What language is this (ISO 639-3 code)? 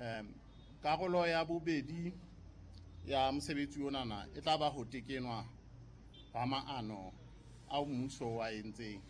sot